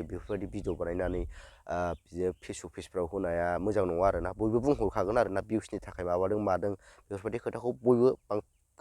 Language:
Bodo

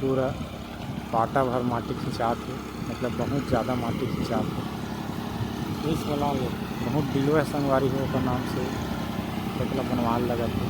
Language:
Chhattisgarhi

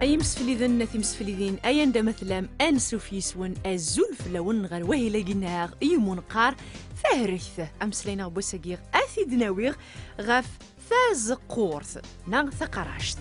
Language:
Kabyle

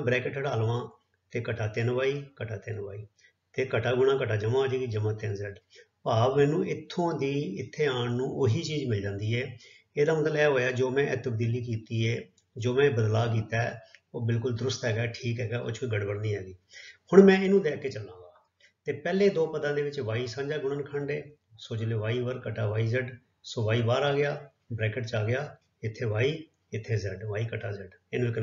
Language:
Punjabi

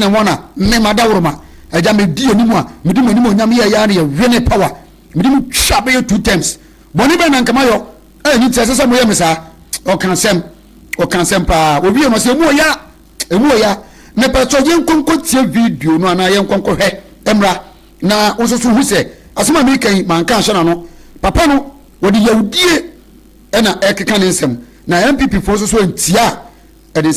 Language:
Akan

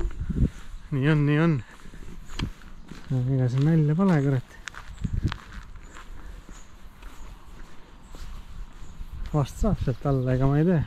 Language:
Estonian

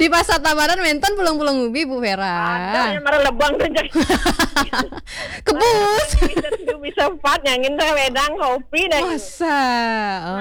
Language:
Balinese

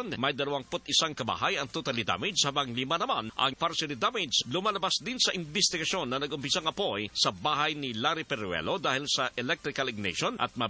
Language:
Filipino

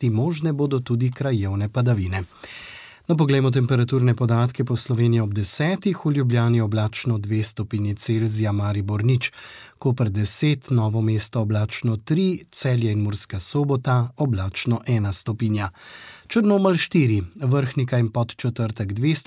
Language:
Slovenian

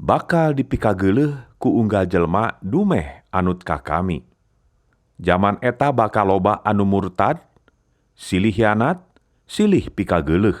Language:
Sundanese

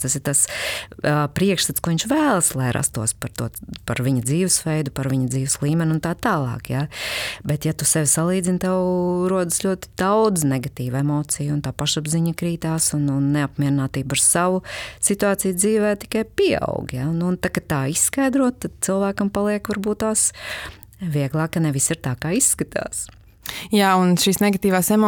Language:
Latvian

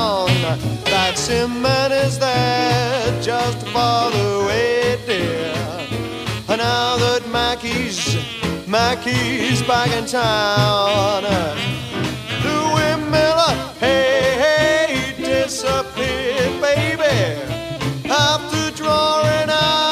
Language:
English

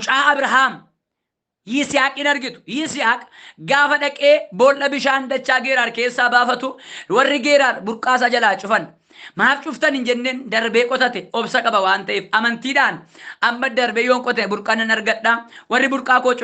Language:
Oromo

